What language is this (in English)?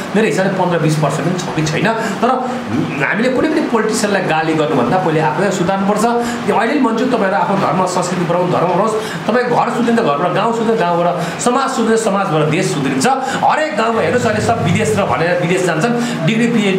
Nepali